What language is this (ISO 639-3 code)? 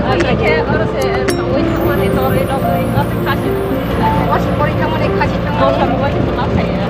trp